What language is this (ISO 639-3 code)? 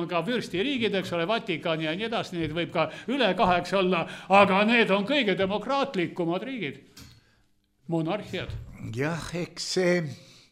est